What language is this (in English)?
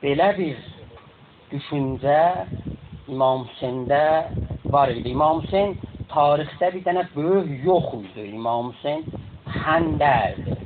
South Azerbaijani